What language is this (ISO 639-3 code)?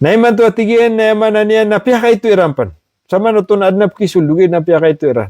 mrw